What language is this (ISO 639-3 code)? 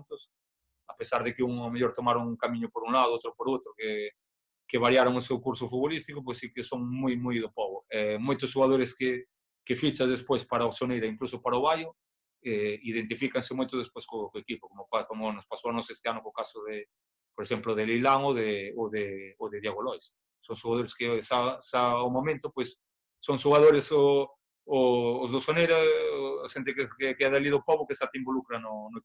glg